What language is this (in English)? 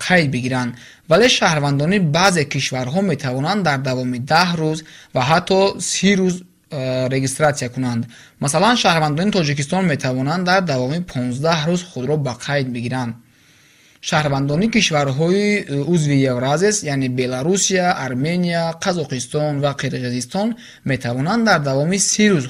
Tajik